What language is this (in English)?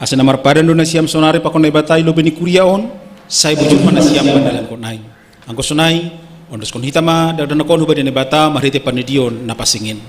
Batak Simalungun